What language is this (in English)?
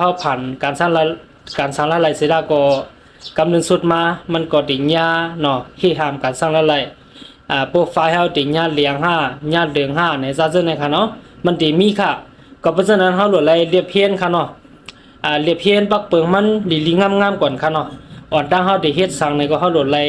Shan